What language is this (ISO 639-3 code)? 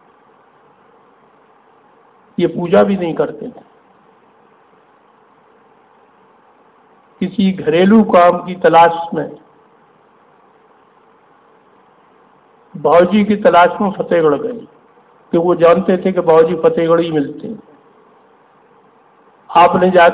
hin